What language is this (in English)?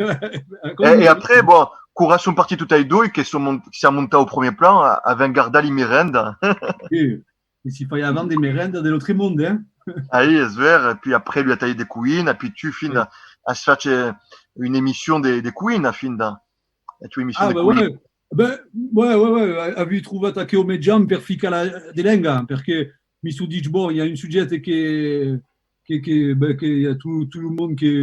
Occitan